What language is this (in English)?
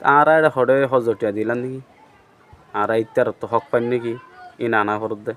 Rohingya